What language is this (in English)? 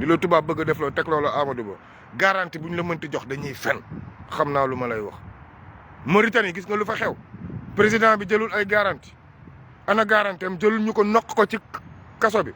Wolof